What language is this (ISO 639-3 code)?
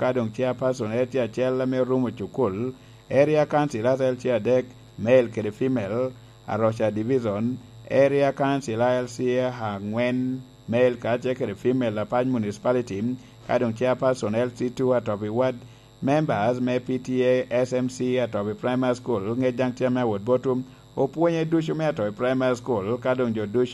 laj